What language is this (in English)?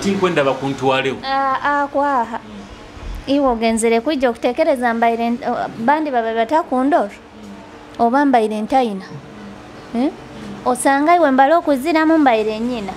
Nyoro